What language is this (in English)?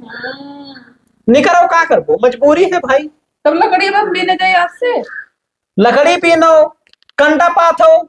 Awadhi